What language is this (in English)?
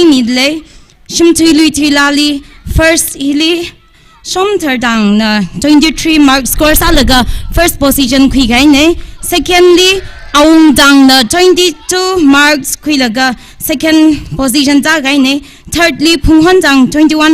Tangkhul Naga (India)